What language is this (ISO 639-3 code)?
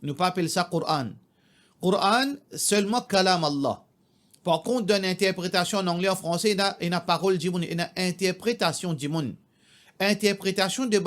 mfe